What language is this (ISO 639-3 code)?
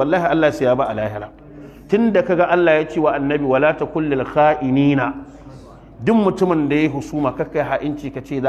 hau